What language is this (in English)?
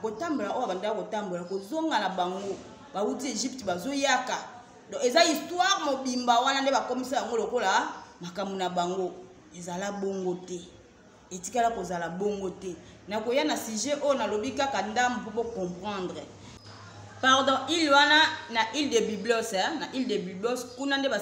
Lingala